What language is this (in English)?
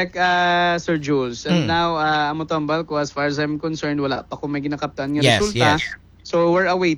Hiligaynon